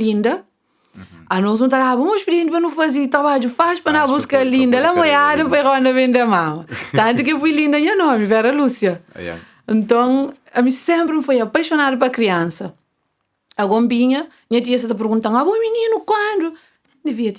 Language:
Kabuverdianu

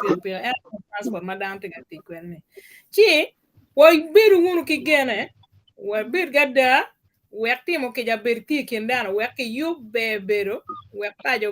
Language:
Acoli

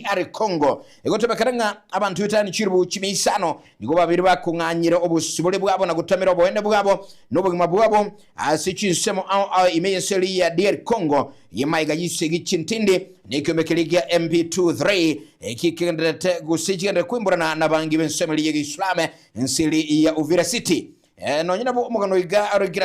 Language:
Gusii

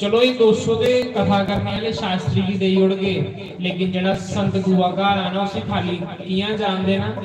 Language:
Dogri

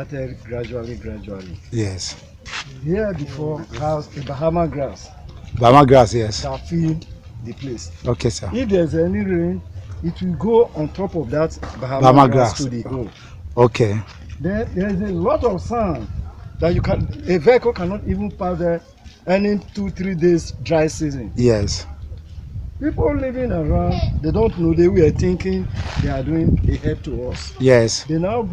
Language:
Nigerian Pidgin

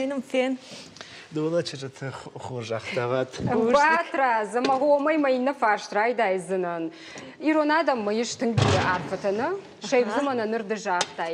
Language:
Ossetic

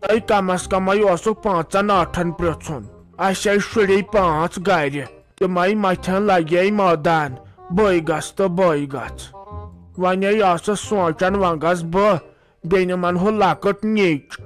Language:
Kashmiri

